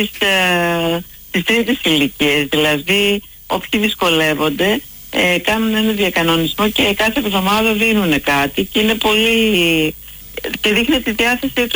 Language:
Greek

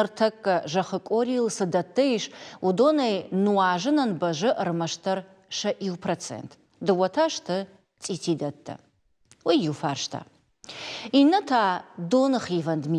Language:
Ossetic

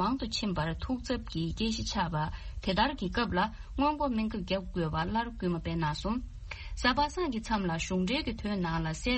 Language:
Tibetan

